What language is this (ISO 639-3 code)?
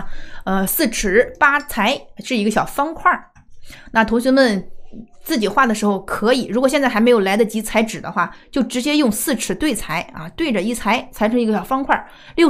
zho